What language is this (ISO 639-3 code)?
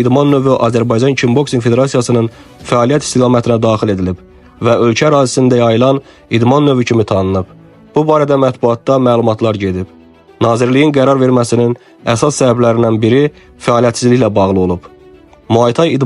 aze